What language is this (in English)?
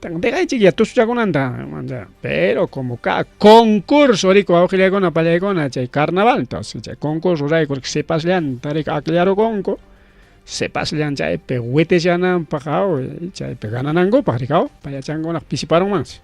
Ayacucho Quechua